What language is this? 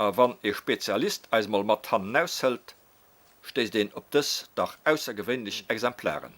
Luxembourgish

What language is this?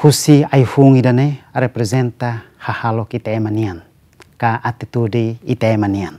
Tetum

